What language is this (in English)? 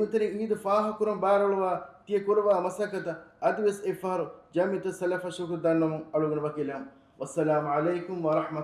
Divehi